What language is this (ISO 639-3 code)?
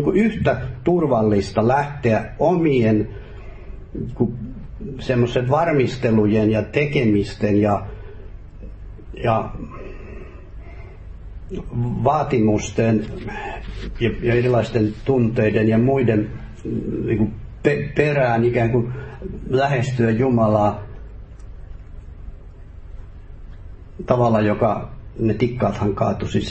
fin